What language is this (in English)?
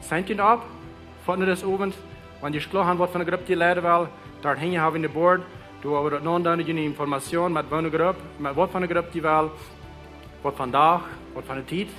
Plautdietsch